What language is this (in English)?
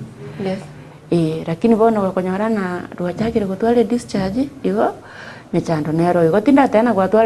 Gusii